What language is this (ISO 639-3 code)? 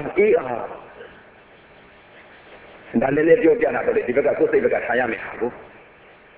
mya